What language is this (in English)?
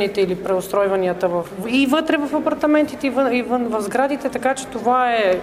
Bulgarian